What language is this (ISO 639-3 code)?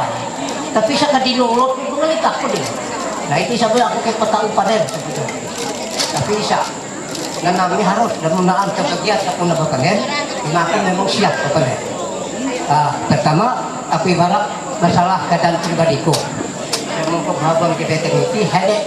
mhy